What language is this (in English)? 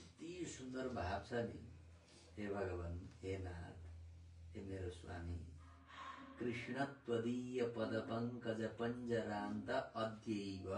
Nepali